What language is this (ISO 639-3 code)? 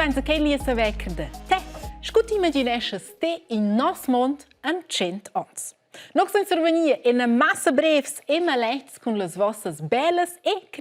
roh